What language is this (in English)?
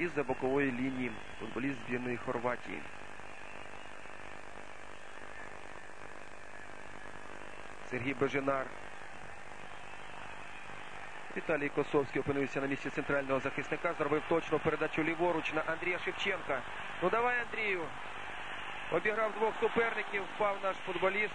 Ukrainian